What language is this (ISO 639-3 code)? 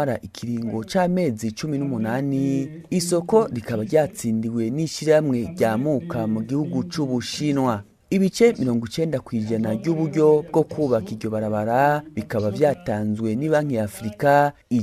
run